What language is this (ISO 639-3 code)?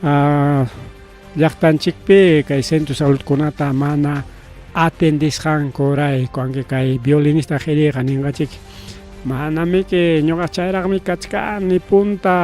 quy